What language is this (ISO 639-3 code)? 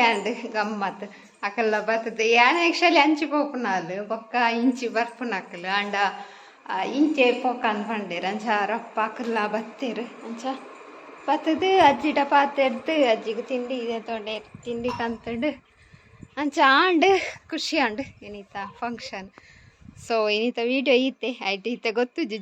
tcy